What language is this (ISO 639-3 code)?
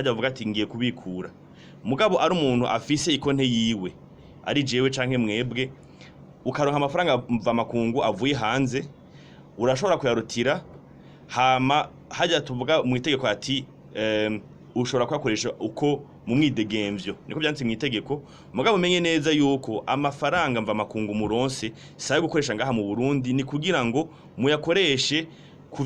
run